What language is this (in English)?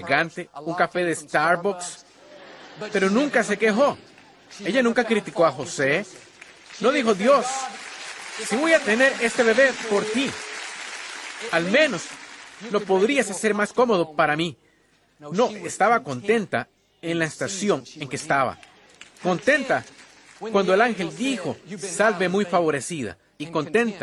Spanish